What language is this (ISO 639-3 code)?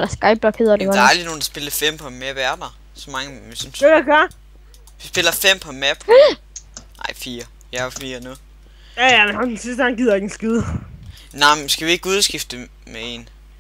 dan